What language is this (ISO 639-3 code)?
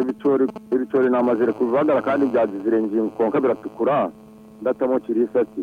nyn